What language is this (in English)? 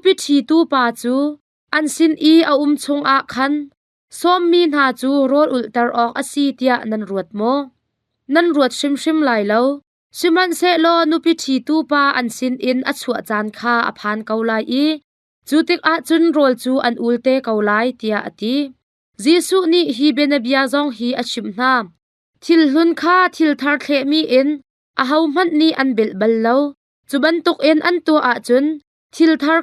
Hakha Chin